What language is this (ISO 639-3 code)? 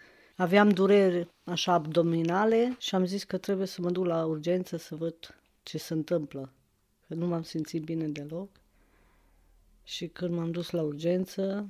ron